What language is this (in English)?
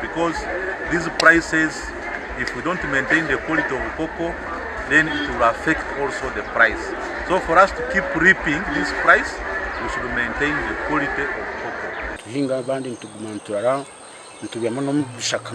Nyankole